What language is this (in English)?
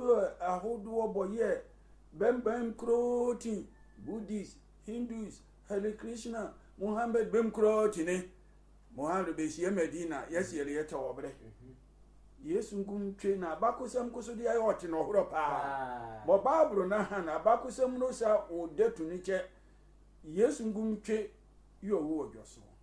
Sehwi